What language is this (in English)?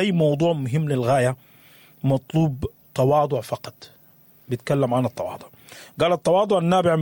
Sudanese Arabic